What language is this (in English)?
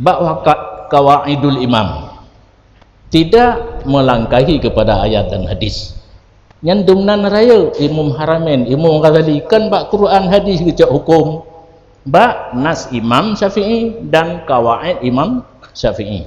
Achinese